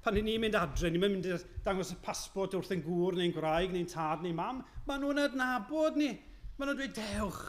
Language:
Welsh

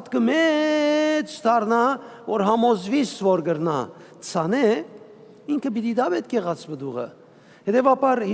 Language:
Western Armenian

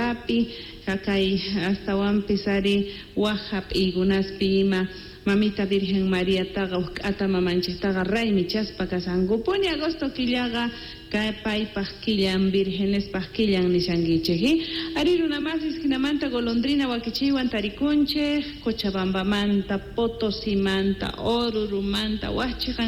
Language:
South Bolivian Quechua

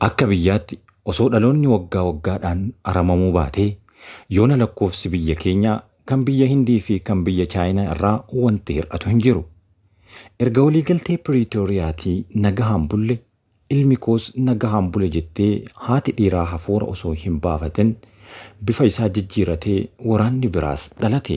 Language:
Oromo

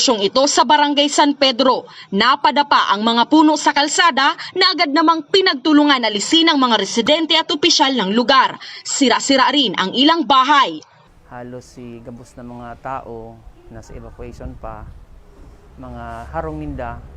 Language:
Bikol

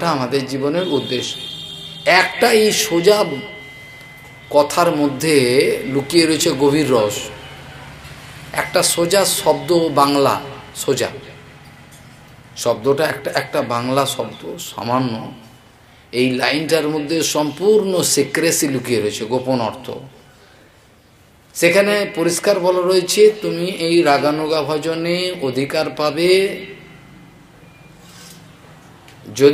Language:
Bangla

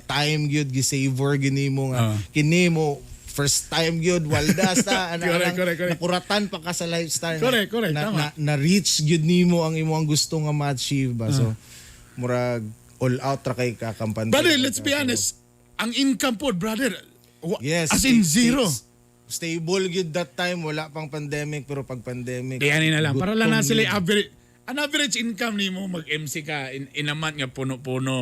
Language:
Cebuano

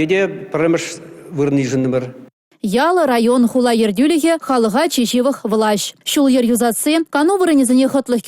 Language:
Chuvash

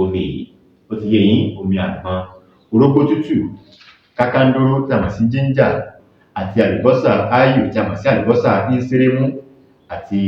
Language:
Yoruba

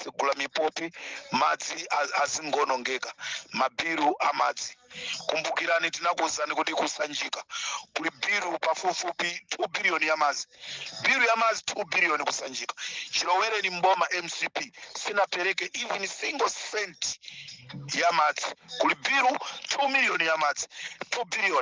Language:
Nyanja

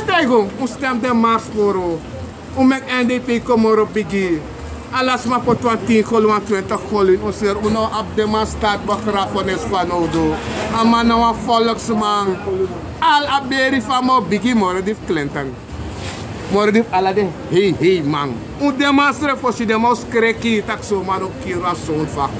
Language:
Sranan Tongo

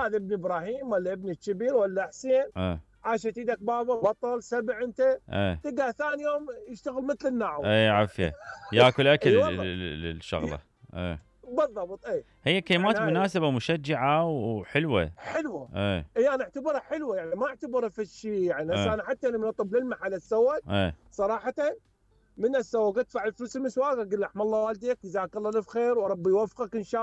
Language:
Mesopotamian Arabic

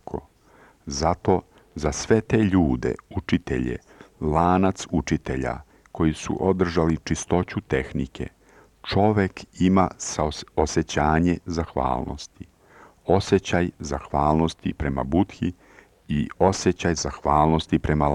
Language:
Serbian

